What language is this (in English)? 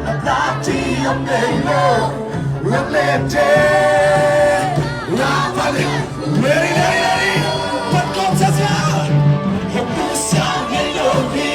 Tedim Chin